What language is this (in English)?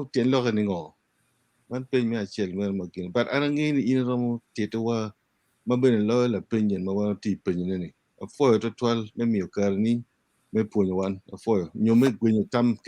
Acoli